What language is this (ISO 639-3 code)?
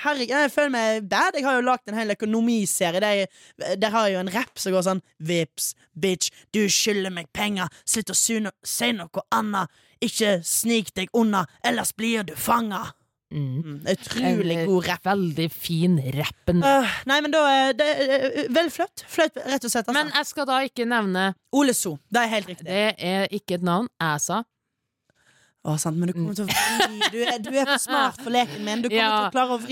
nor